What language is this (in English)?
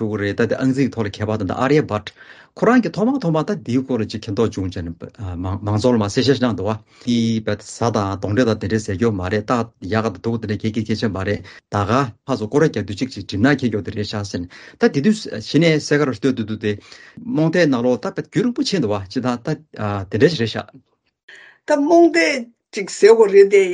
Latvian